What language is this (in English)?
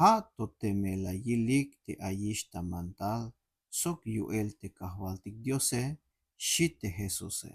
Tzeltal